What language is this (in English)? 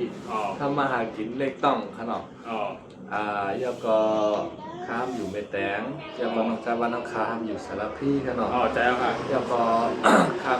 Shan